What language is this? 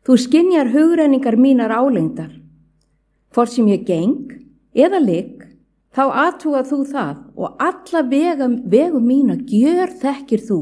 Icelandic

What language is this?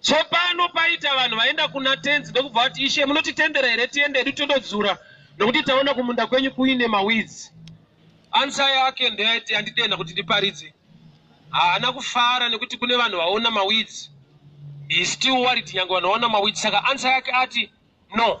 Shona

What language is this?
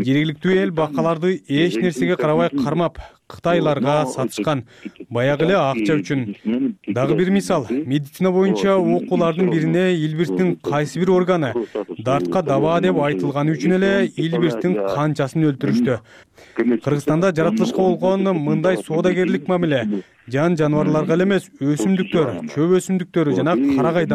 Kyrgyz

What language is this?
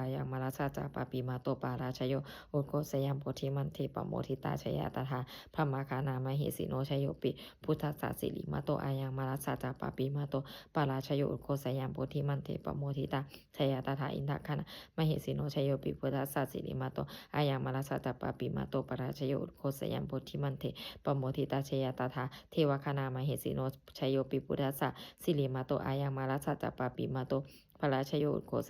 Pali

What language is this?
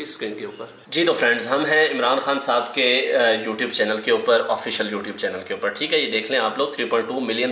Hindi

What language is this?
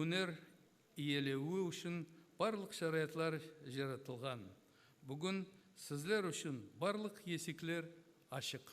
Kara-Kalpak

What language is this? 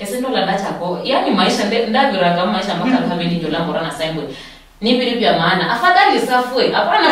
Luyia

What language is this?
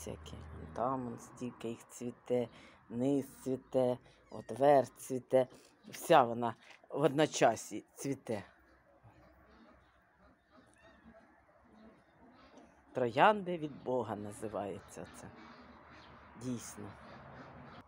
Ukrainian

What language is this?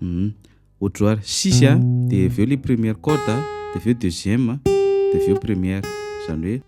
Malagasy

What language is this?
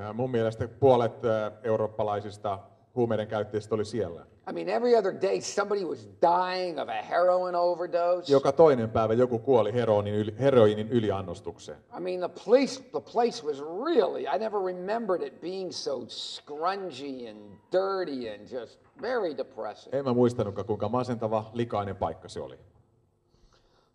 Finnish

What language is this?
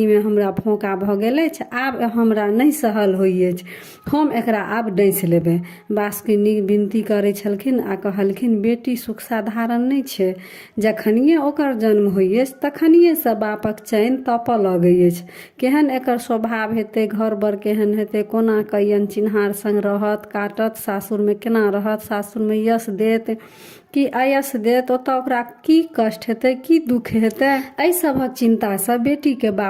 Maithili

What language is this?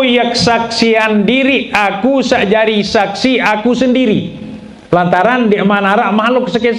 Sasak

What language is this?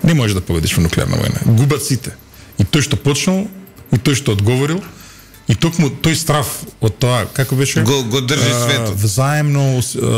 Macedonian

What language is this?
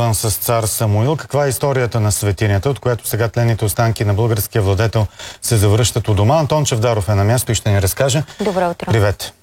Bulgarian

